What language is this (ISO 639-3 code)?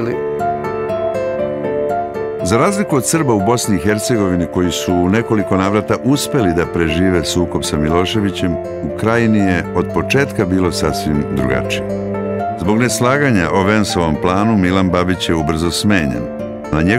srp